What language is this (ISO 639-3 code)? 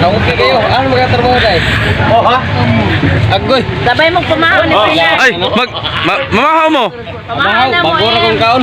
ceb